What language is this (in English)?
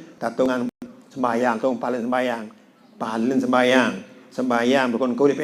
Sasak